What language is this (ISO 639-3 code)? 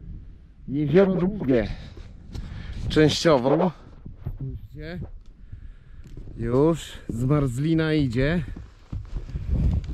pol